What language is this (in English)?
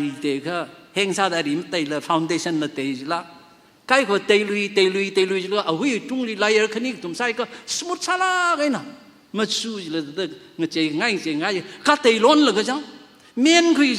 Tangkhul Naga (India)